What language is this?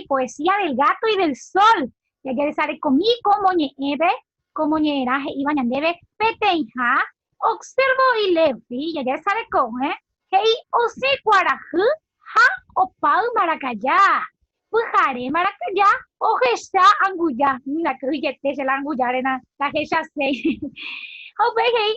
Guarani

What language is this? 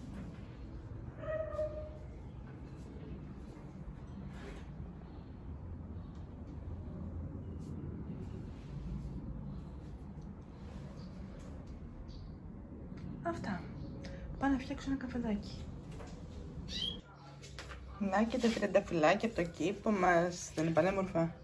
Greek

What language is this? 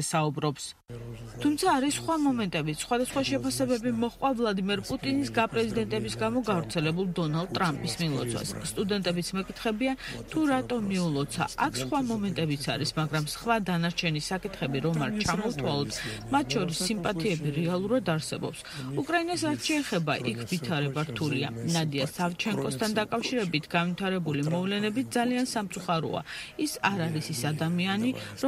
Georgian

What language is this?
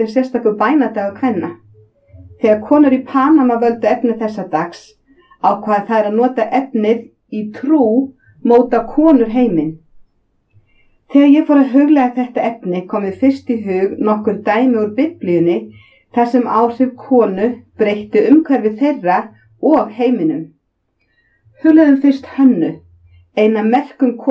Icelandic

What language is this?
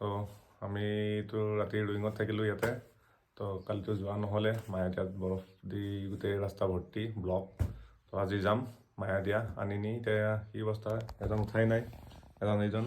Assamese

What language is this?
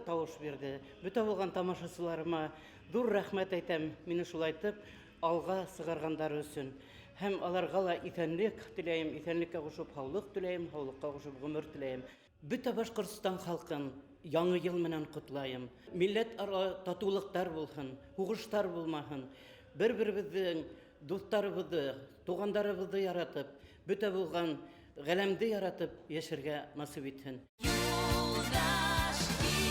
Bashkir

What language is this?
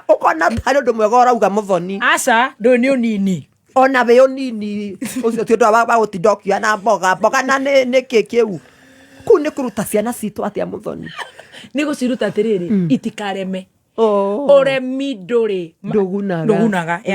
Kikuyu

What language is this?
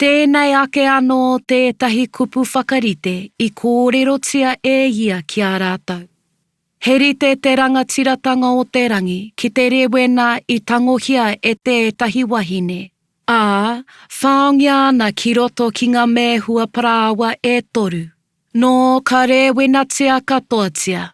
Māori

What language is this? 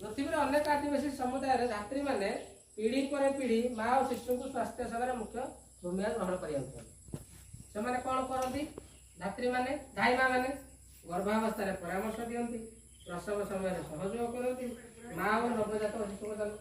Odia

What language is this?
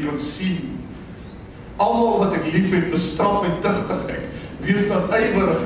Afrikaans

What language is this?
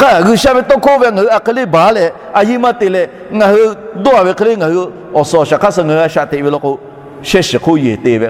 Lahu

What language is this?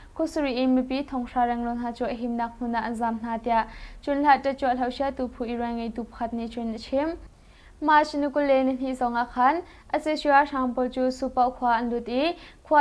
Hakha Chin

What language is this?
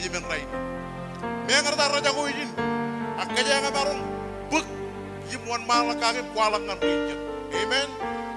Marshallese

